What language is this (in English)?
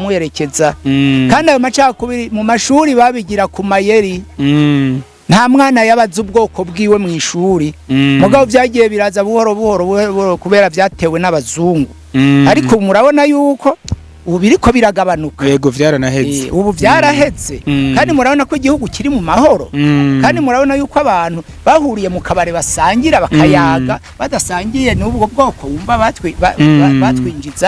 Rundi